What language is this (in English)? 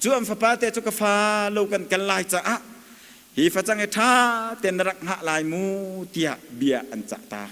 Hakha Chin